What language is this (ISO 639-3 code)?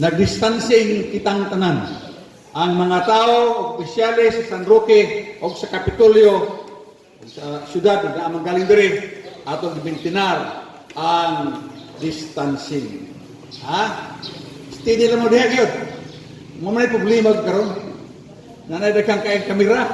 ceb